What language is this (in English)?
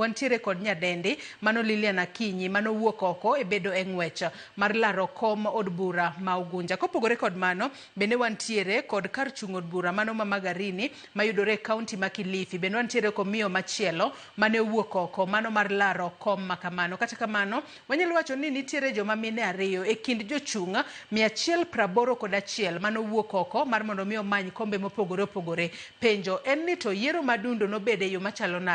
Luo (Kenya and Tanzania)